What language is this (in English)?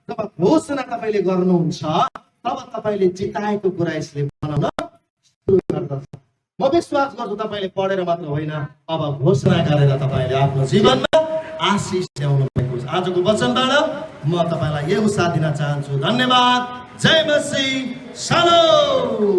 Nepali